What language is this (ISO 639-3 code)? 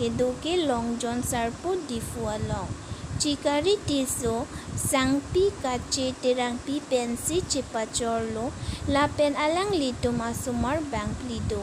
mjw